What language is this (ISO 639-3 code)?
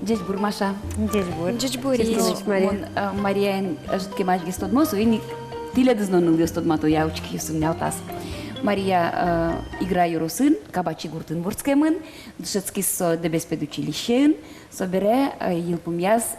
udm